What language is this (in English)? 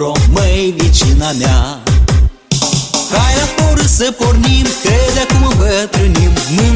Romanian